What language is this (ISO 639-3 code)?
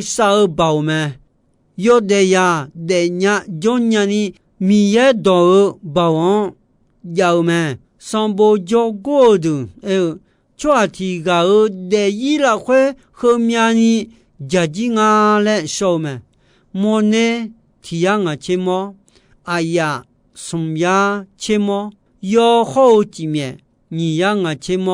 ahk